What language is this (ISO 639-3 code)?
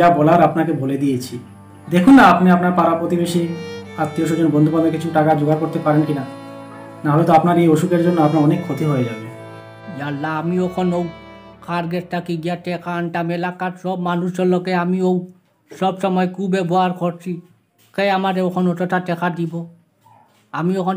syl